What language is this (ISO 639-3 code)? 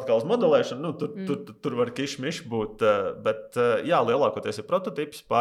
lav